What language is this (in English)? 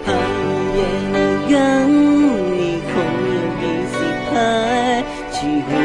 Akha